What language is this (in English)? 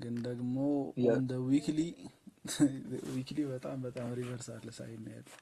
Amharic